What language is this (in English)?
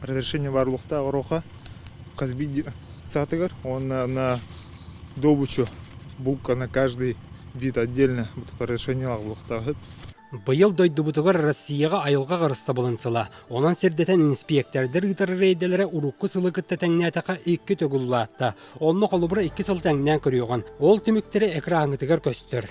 Yakut